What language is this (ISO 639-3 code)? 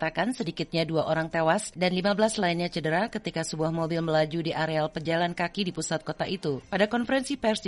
ind